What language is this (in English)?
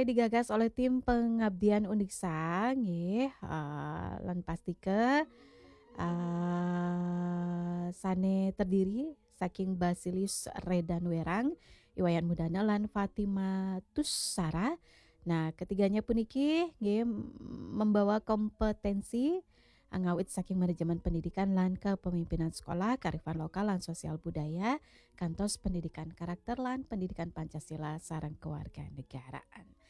Balinese